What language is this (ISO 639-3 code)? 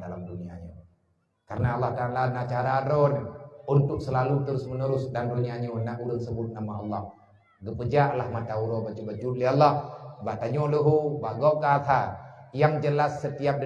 ace